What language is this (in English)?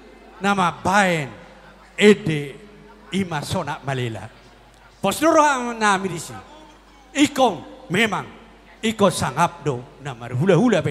Batak Toba